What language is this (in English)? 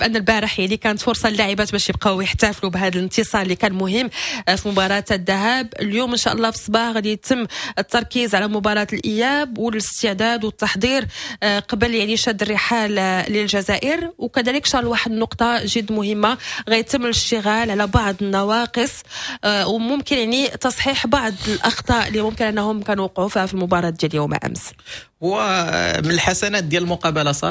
Moroccan Arabic